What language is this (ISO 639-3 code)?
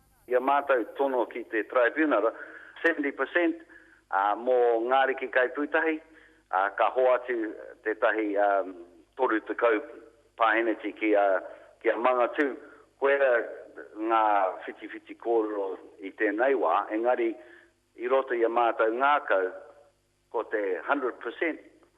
mri